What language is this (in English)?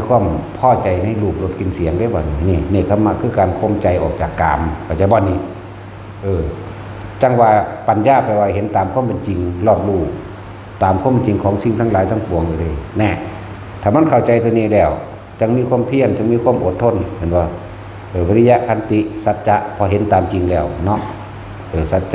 Northeastern Thai